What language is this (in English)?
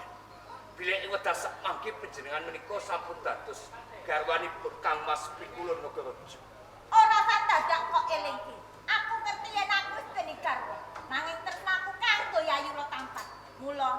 Javanese